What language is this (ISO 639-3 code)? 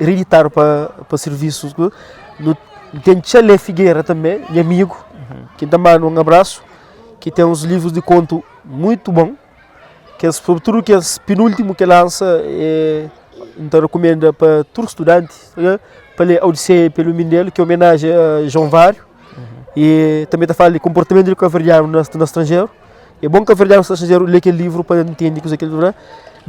kea